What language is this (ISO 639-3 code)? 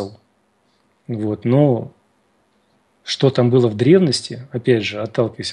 rus